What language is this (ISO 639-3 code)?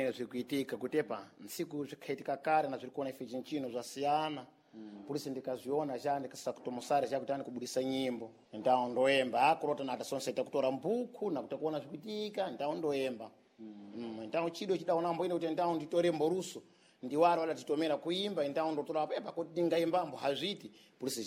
seh